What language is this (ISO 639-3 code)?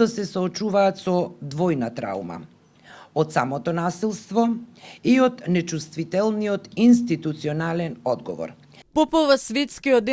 mkd